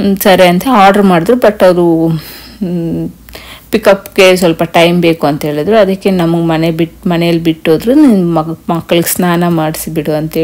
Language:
Kannada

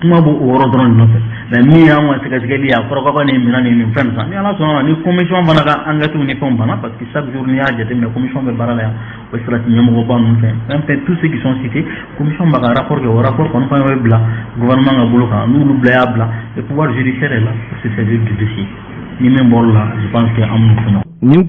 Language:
Bambara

